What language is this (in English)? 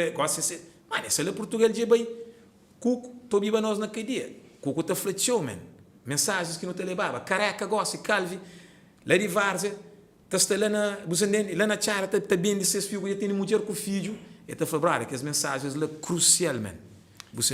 Kabuverdianu